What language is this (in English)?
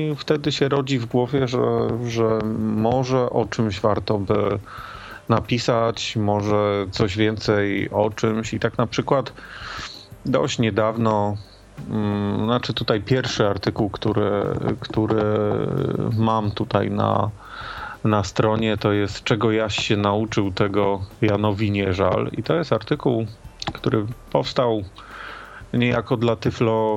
Polish